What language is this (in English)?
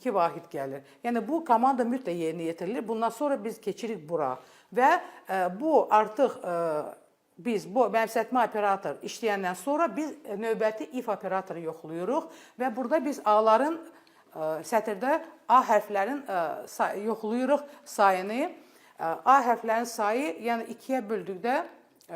Azerbaijani